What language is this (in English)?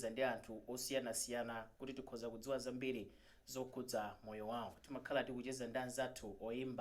Nyanja